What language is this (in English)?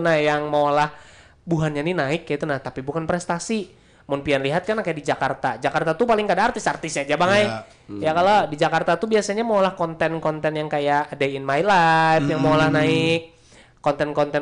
Banjar